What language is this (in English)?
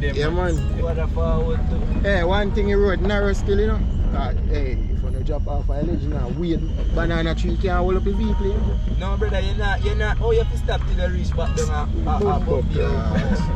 Jamaican Creole English